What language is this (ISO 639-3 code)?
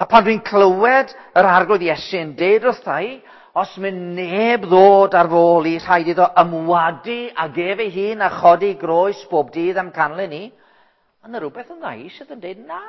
cym